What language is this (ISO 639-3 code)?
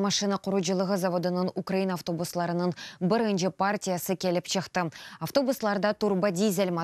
crh